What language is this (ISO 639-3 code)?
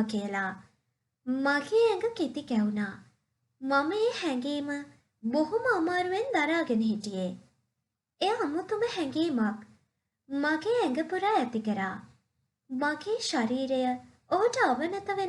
sin